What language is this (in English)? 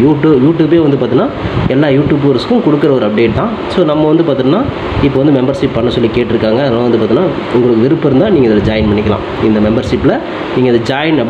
Tamil